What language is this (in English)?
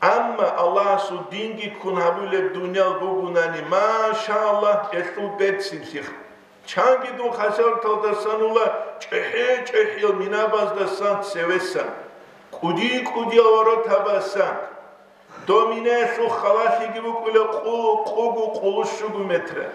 Avaric